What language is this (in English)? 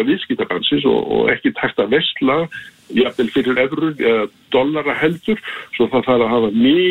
Icelandic